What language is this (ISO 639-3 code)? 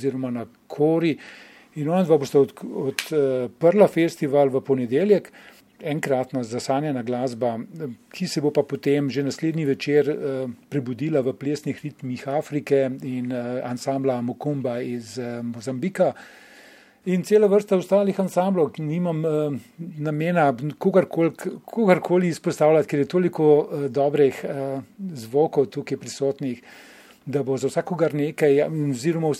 slv